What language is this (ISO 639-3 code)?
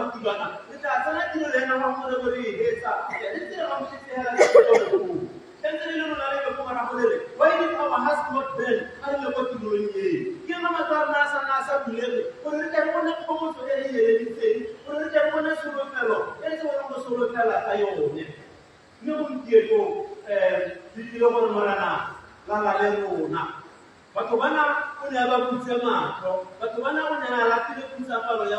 tsn